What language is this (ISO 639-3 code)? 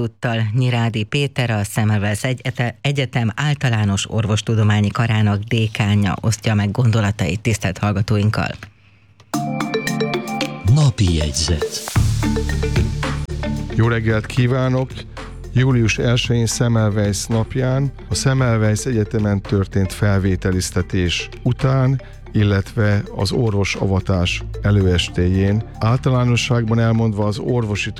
hun